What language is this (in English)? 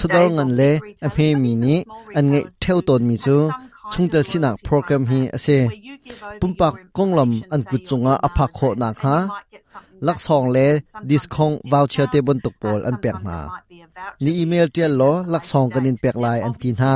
Hakha Chin